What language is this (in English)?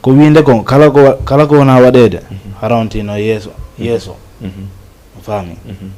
Fula